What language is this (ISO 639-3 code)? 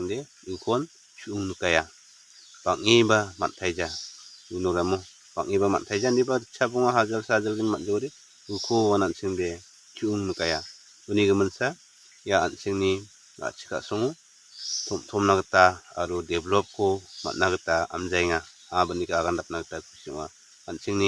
grt